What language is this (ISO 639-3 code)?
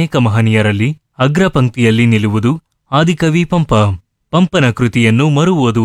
kan